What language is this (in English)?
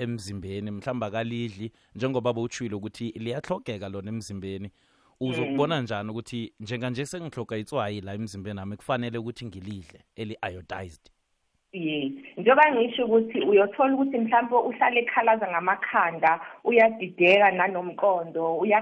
South Ndebele